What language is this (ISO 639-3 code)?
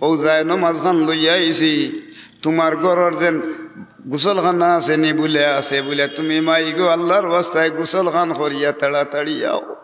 syl